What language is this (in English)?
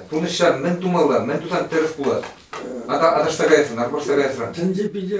Chuvash